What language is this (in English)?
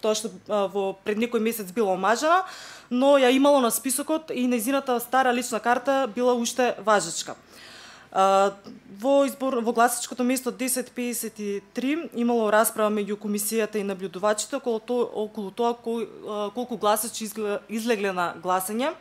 Macedonian